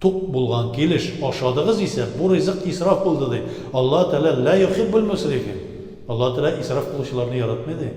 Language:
Tatar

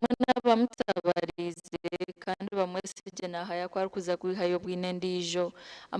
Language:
Nyankole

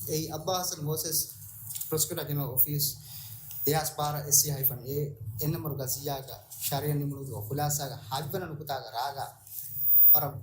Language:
Divehi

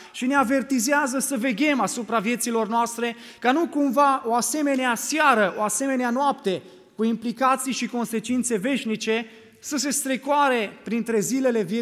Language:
Romanian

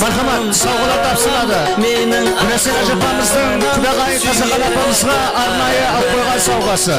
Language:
Kara-Kalpak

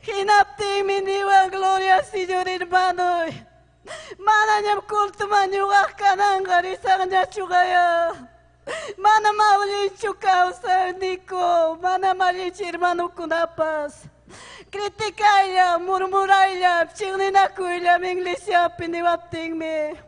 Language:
Ayacucho Quechua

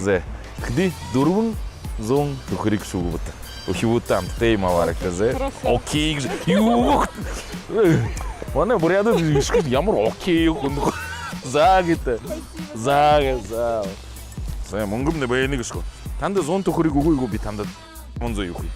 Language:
Buriat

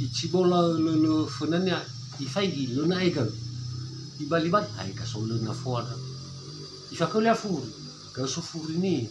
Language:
Nias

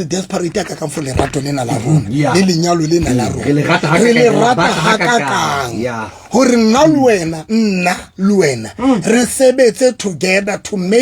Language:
Southern Sotho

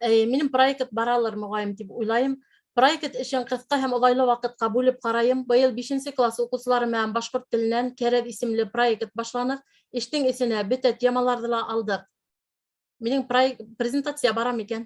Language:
Bashkir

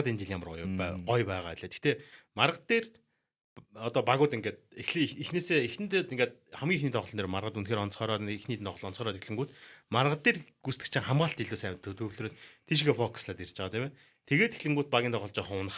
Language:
Mongolian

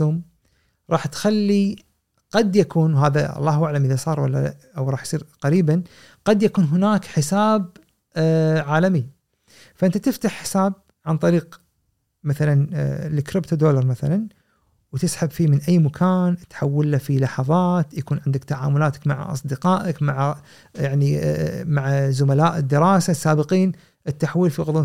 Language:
Gulf Arabic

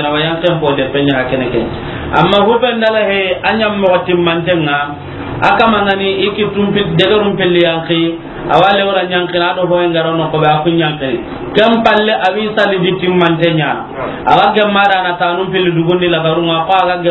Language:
Soninke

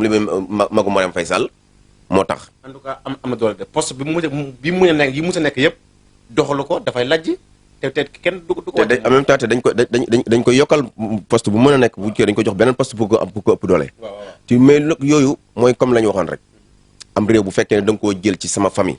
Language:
Wolof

